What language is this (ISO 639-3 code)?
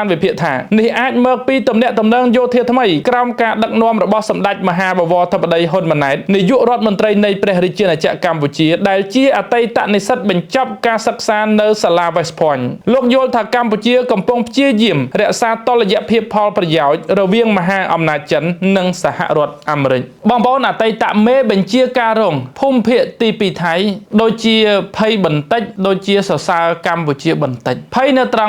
khm